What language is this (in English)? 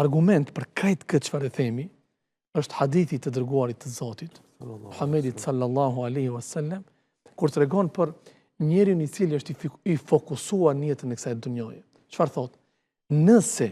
Albanian